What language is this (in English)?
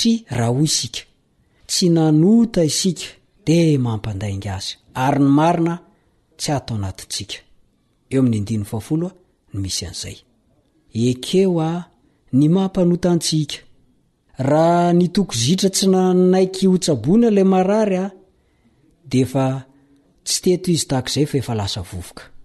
Malagasy